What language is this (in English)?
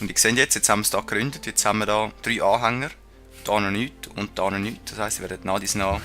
Swiss German